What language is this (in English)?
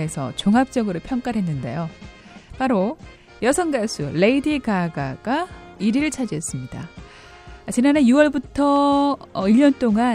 Korean